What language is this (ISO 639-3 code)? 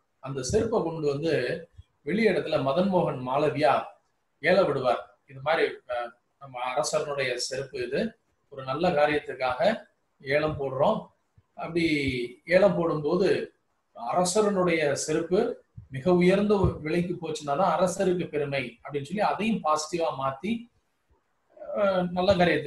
tam